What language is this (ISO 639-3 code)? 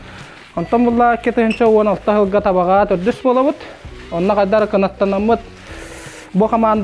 sah